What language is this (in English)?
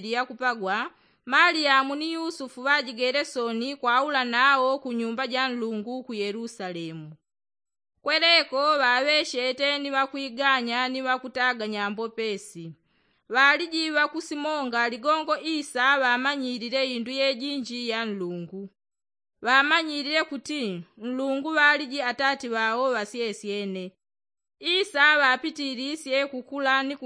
Yao